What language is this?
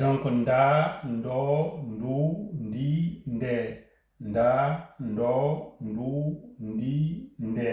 Fula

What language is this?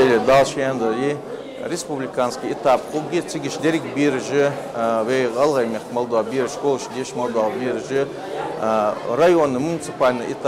Ingush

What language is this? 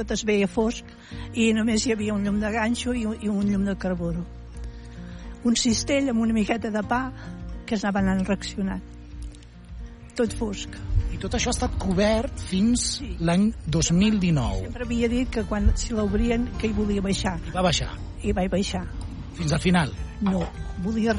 Catalan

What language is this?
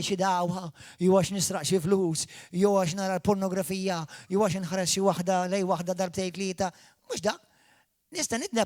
Maltese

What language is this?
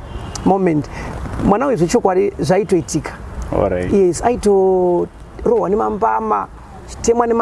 Shona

